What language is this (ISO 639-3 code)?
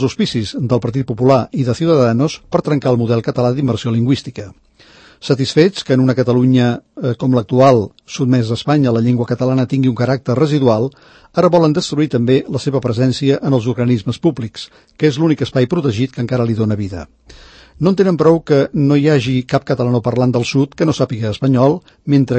cat